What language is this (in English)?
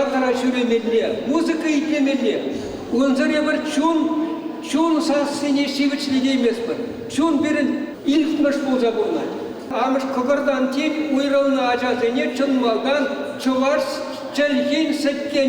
Chuvash